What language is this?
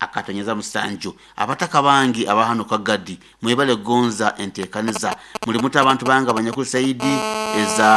Nyoro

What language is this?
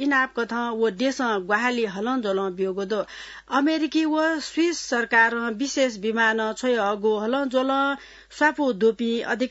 Newari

